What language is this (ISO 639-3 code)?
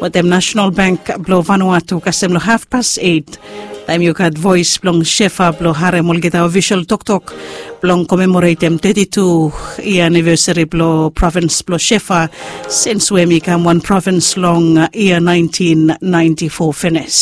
bis